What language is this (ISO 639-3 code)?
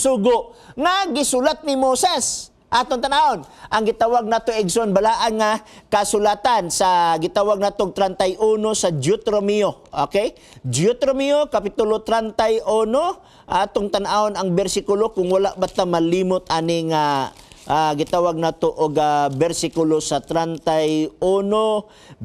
ceb